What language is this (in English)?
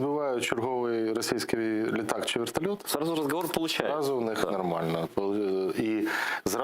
Crimean Tatar